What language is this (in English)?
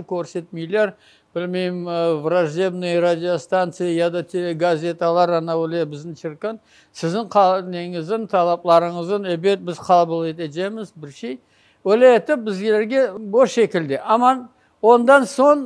Crimean Tatar